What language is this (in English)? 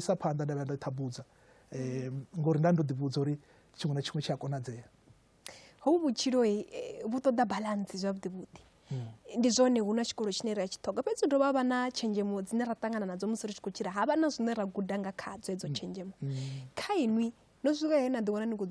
Venda